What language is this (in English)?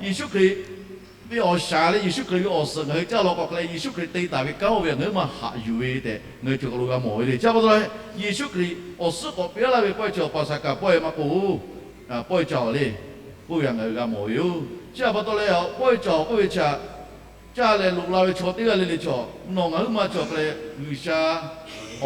Lahu